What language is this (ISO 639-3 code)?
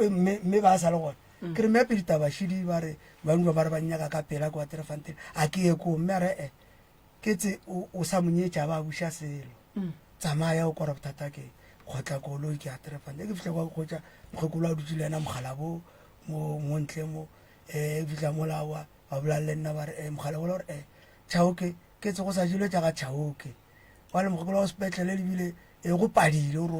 nso